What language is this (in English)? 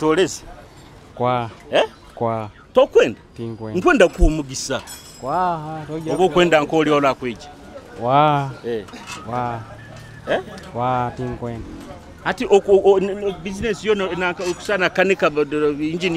Nyoro